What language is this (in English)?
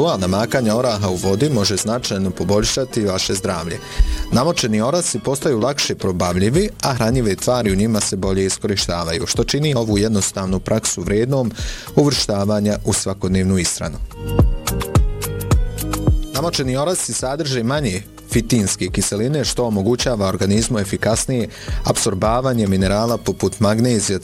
Bosnian